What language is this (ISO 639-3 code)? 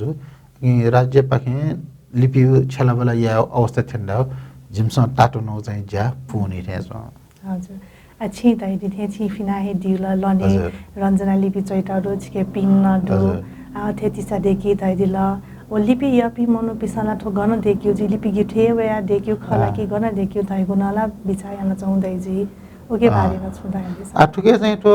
new